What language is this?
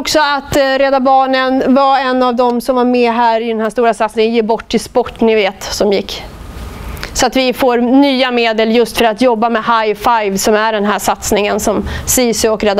Swedish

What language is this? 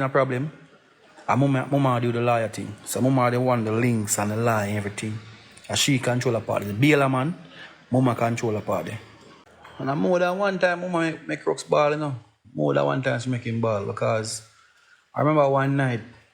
Jamaican Creole English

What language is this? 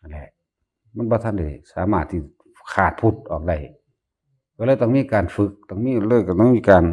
Northeastern Thai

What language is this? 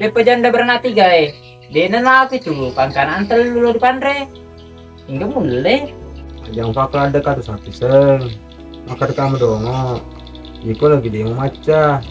Buginese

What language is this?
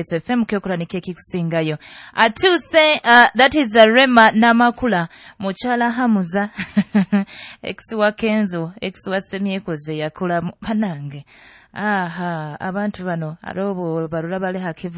Nyoro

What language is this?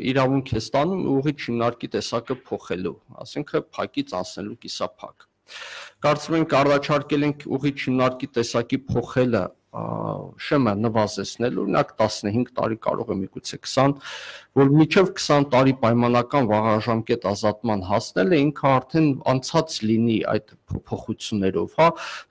Armenian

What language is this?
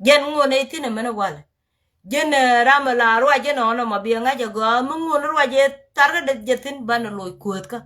Nuer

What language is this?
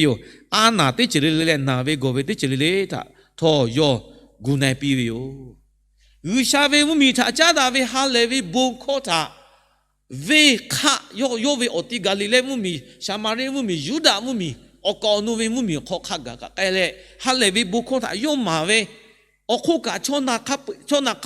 Lahu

